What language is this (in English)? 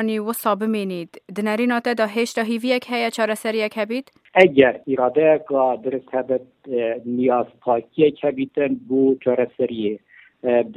Kurdish